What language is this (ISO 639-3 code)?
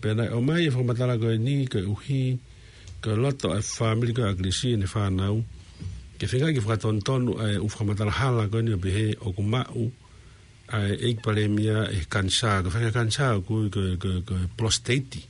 ton